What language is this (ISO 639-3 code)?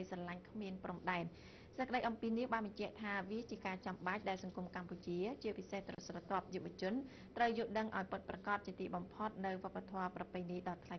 khm